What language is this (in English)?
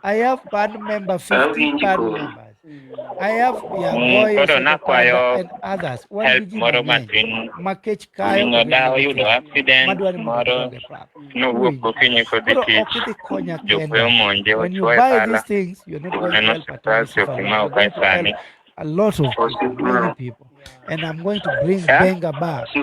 Luo (Kenya and Tanzania)